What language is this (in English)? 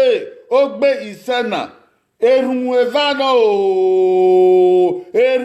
Bini